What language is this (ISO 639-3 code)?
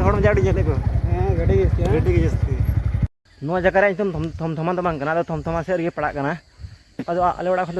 sat